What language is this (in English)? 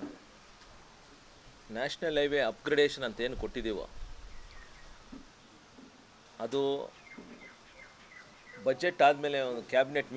Kannada